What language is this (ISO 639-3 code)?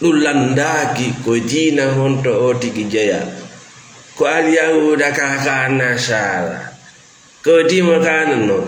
ful